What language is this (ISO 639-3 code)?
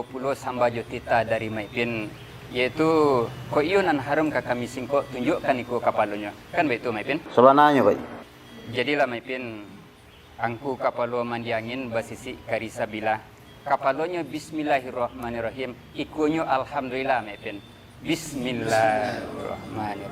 min